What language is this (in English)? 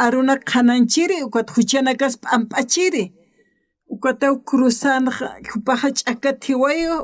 Aymara